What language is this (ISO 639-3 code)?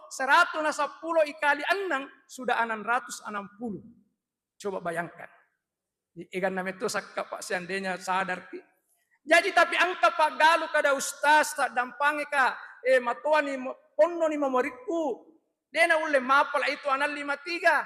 bug